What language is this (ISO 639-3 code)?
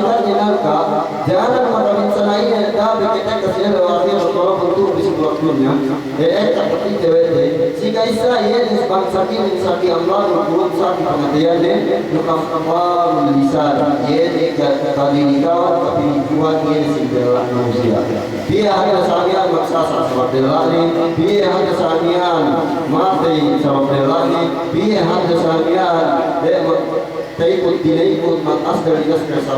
yka